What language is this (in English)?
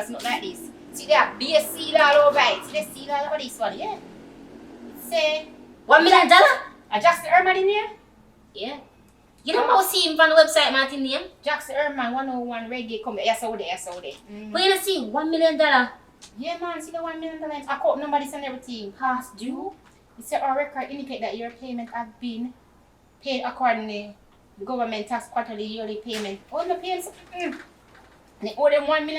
Jamaican Creole English